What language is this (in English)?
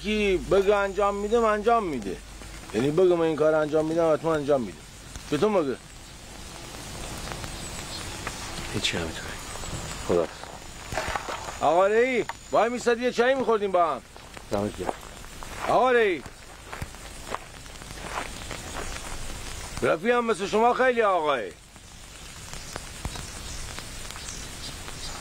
Persian